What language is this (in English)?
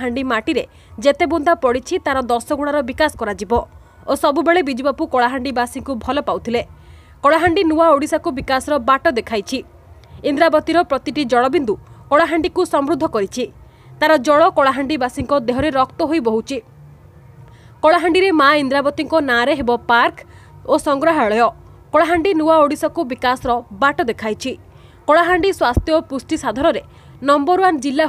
Odia